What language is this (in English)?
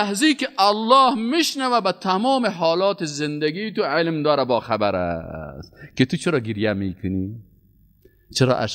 Persian